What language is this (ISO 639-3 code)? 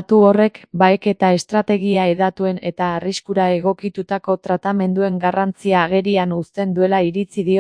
eus